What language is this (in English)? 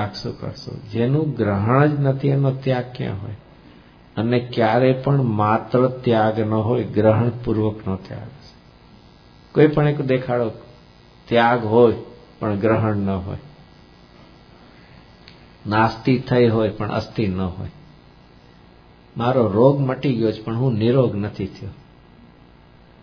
Gujarati